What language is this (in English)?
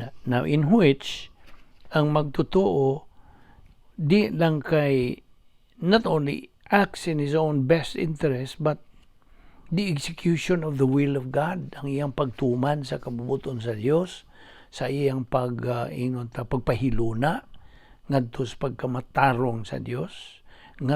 Cebuano